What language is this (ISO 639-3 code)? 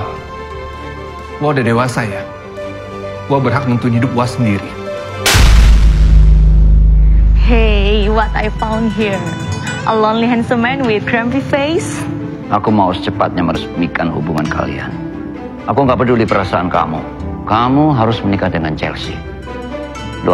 ind